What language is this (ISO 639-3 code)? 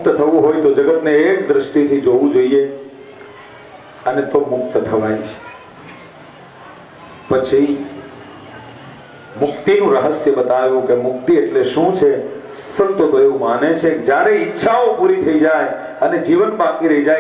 guj